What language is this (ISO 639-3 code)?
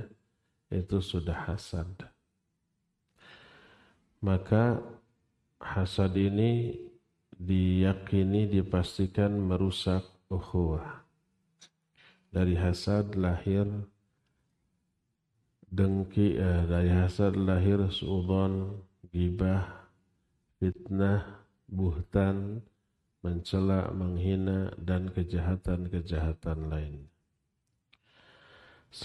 ind